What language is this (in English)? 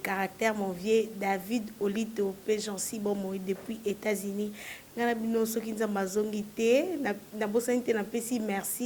Lingala